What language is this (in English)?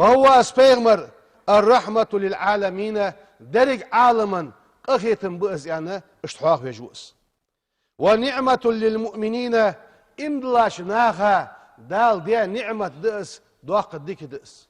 Ingush